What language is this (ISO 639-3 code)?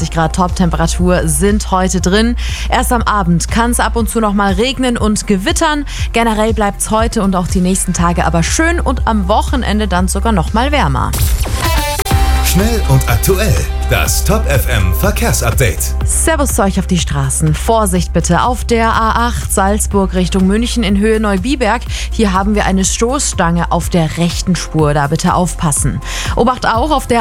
deu